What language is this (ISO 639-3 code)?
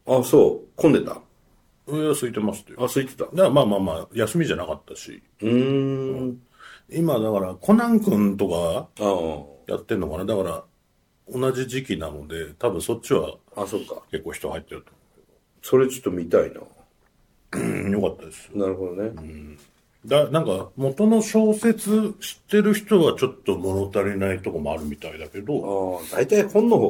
jpn